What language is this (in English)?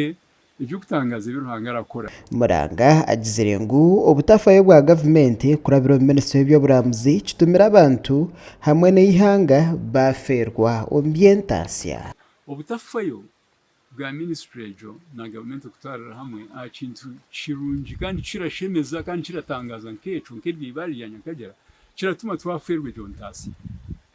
Nyankole